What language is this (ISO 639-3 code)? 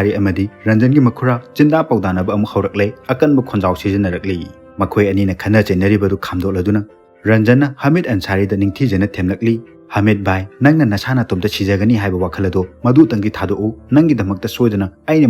mni